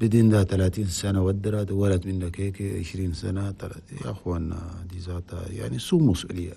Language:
Chadian Arabic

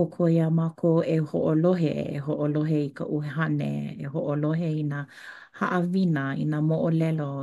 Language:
Hawaiian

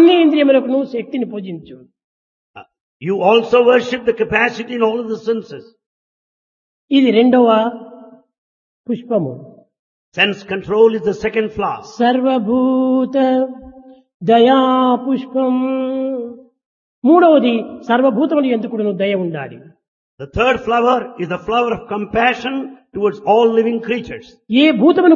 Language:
Telugu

